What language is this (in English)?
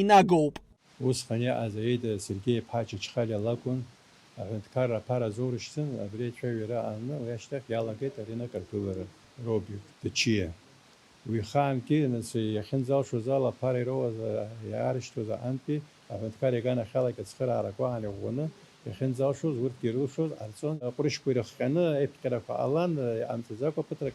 Abkhazian